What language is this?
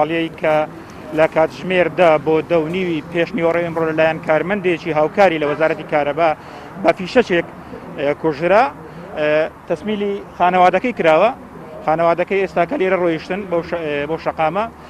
Central Kurdish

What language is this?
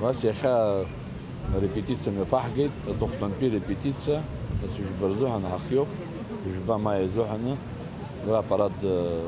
Abkhazian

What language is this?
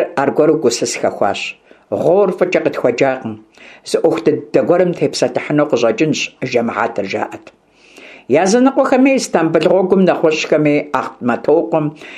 Kabardian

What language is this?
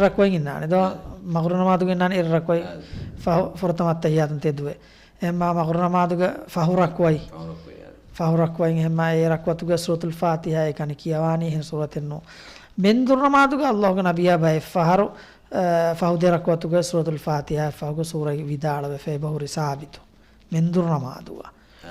Divehi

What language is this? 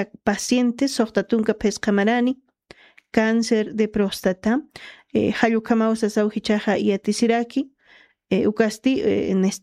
Aymara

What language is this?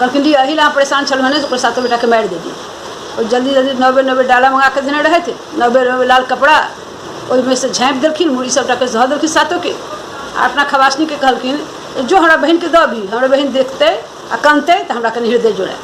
Maithili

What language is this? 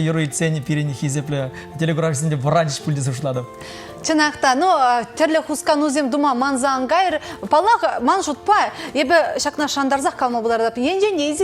Chuvash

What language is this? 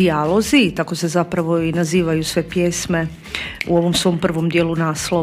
Croatian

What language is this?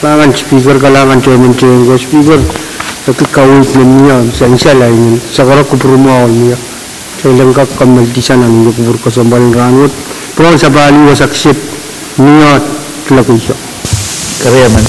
Pohnpeian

